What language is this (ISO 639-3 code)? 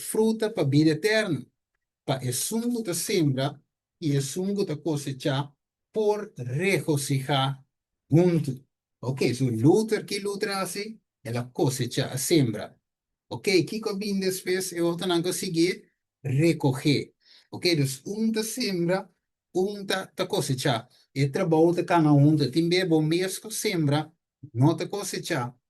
pap